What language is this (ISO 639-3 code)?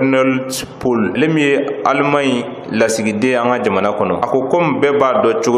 bam